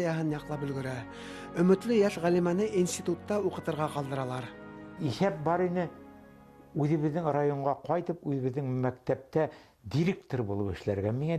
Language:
Bashkir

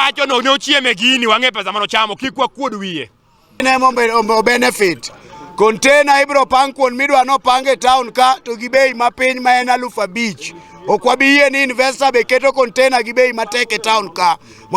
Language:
Luo (Kenya and Tanzania)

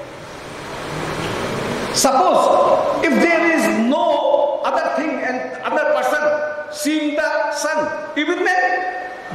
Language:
English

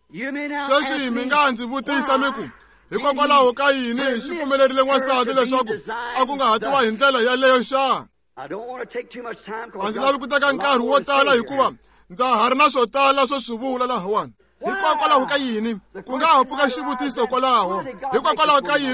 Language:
Tsonga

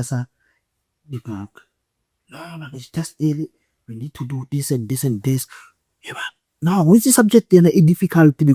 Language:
Tswana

